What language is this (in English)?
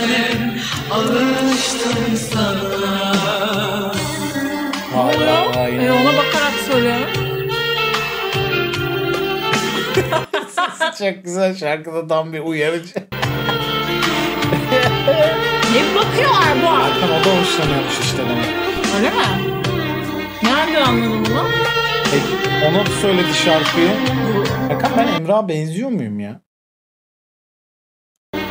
Turkish